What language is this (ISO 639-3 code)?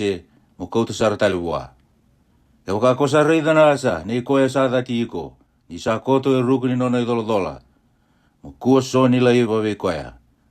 fij